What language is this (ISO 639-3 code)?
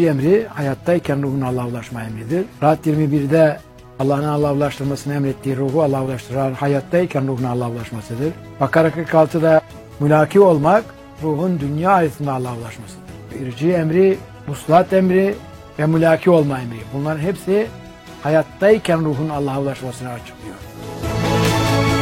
tur